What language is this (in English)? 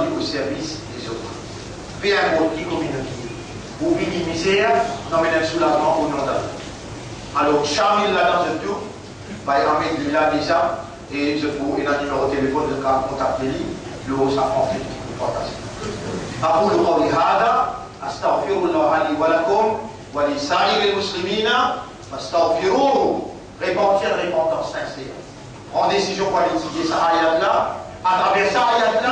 Morisyen